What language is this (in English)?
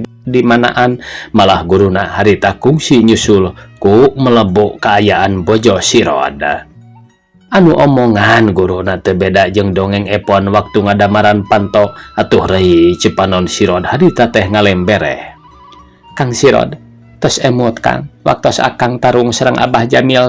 Sundanese